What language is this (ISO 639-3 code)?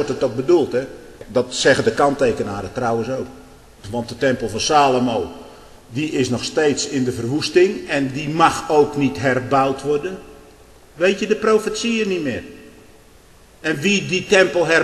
nld